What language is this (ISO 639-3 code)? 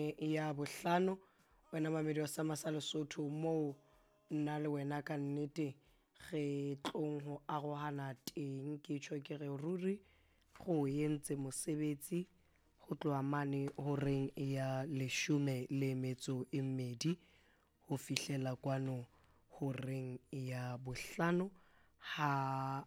sot